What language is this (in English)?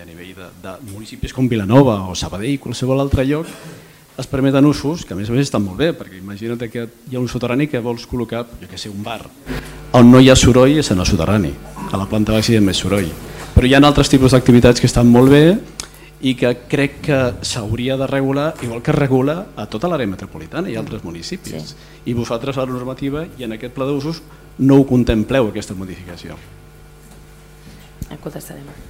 Catalan